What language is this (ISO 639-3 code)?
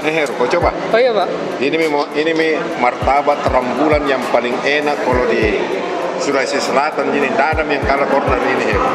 mfp